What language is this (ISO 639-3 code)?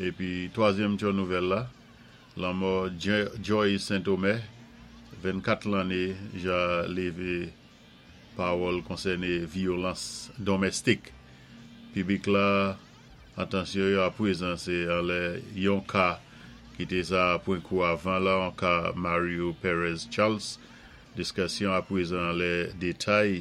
acf